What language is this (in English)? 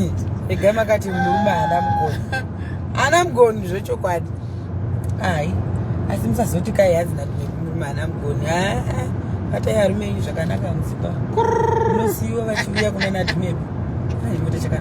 Shona